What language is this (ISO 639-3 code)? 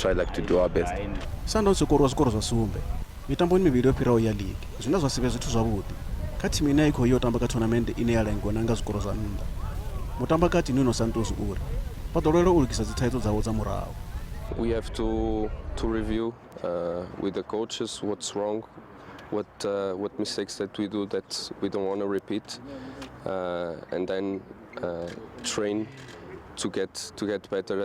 ven